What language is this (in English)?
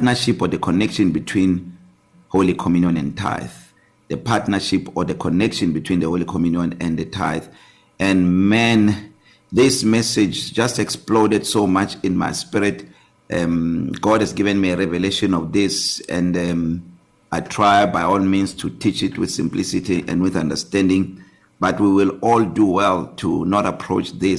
English